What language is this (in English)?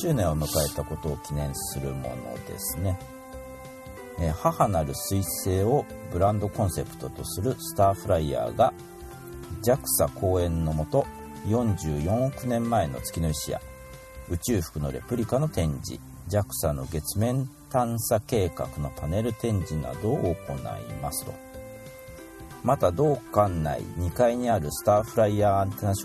Japanese